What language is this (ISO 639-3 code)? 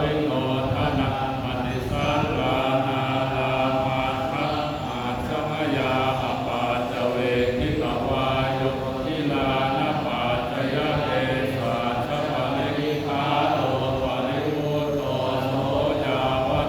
pli